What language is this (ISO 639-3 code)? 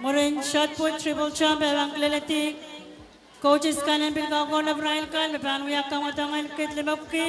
pon